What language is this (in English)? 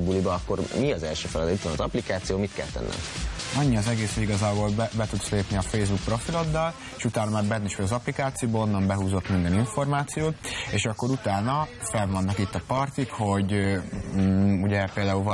Hungarian